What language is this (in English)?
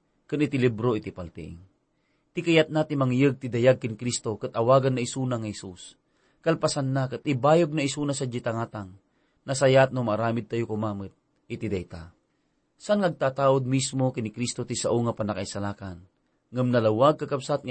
Iloko